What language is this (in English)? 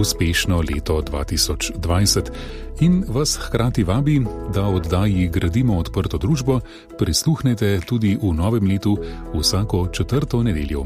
Slovenian